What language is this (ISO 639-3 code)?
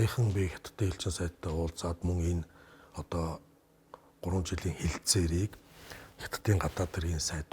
mon